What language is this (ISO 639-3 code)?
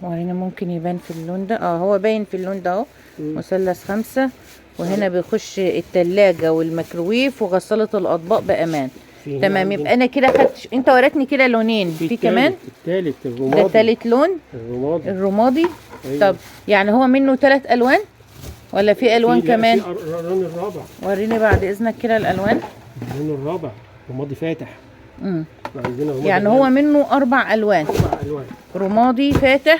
arz